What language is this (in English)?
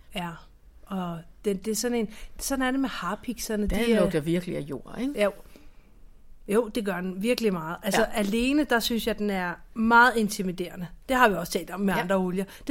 Danish